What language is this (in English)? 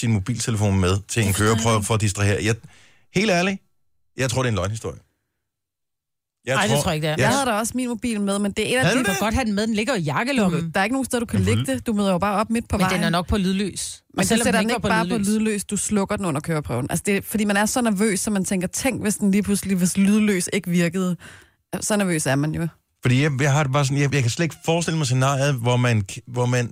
Danish